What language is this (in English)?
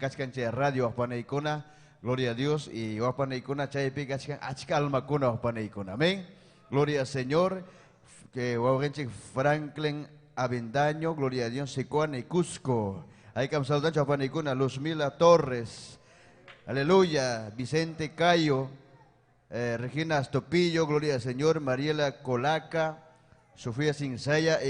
Ayacucho Quechua